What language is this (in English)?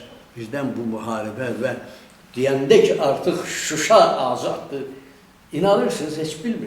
Azerbaijani